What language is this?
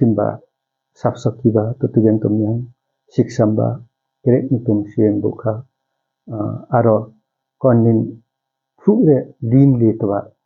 Limbu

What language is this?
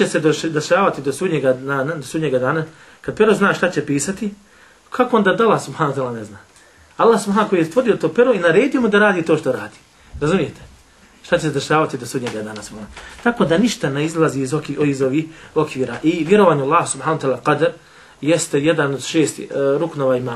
Bosnian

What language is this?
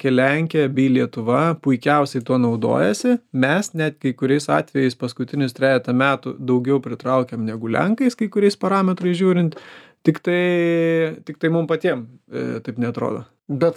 Lithuanian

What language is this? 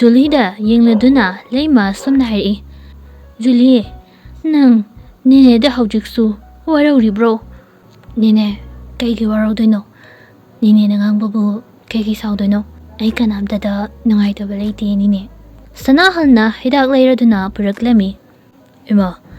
Manipuri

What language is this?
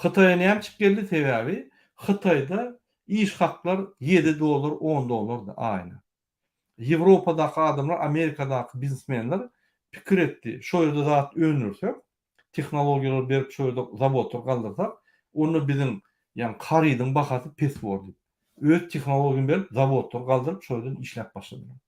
Turkmen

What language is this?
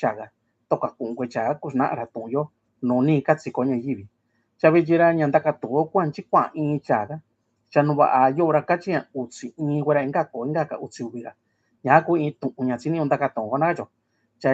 Mixtepec Mixtec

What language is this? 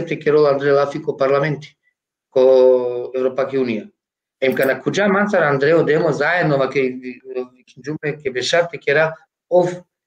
Balkan Romani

